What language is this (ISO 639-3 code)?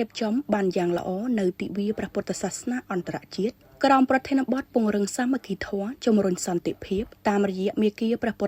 khm